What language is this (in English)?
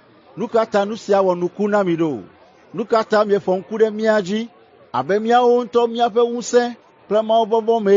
Ewe